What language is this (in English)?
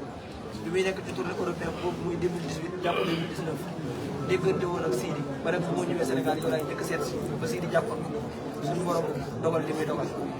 Wolof